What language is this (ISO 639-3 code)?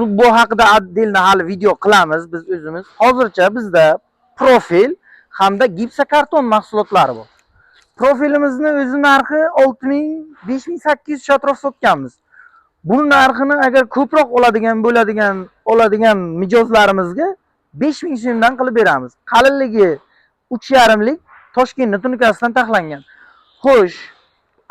uzb